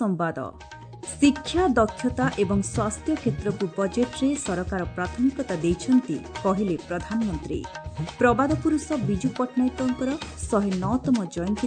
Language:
Odia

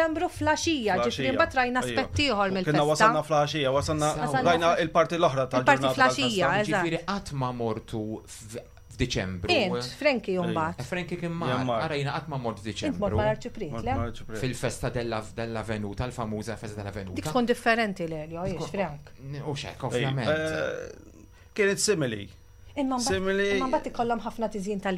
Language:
Maltese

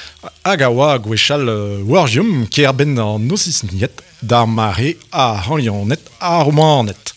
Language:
Breton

